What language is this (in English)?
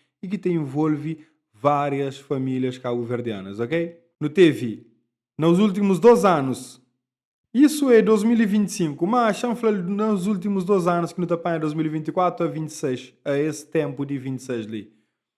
Kabuverdianu